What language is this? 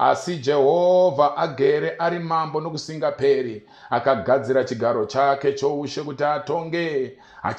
Shona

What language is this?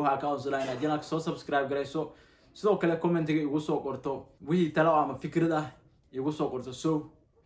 Somali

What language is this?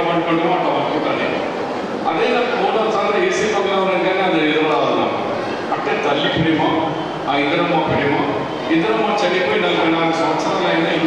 Telugu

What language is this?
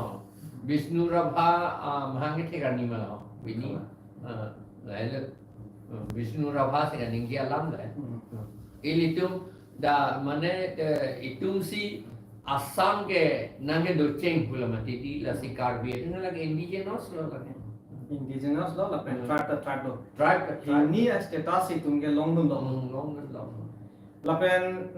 Karbi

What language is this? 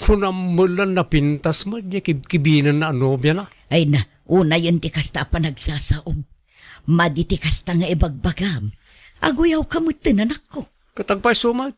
Iloko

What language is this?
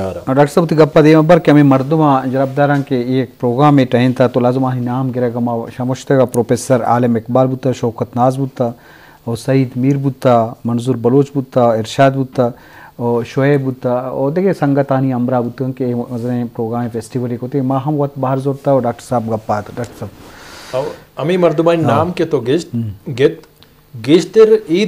Eastern Balochi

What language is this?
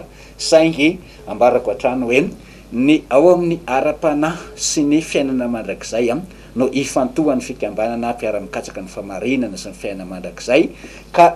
Malagasy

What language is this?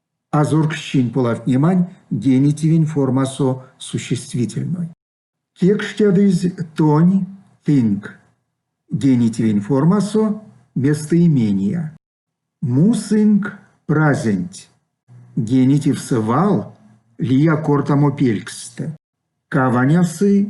Erzya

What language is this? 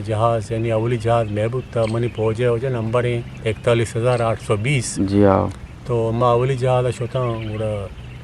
Eastern Balochi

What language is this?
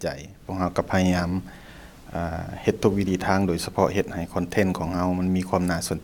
Lao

